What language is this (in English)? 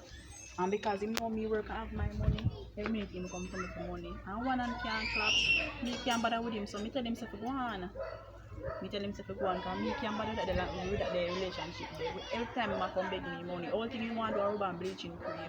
Jamaican Creole English